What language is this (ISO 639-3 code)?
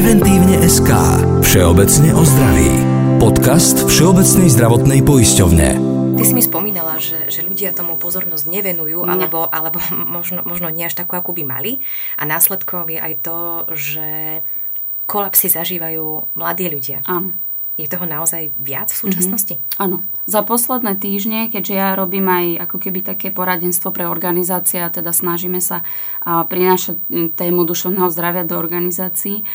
slk